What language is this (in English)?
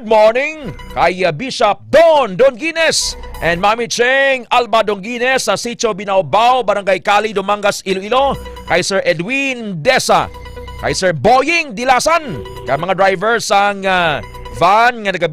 Hiligaynon